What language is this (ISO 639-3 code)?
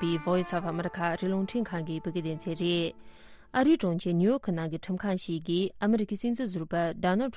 bod